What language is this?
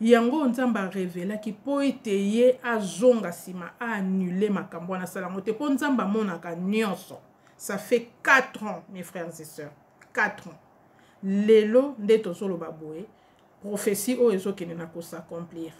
Lingala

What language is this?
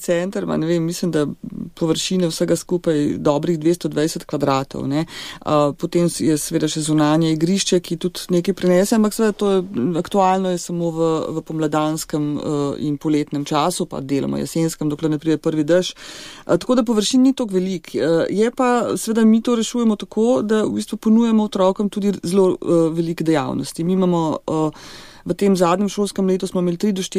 Slovenian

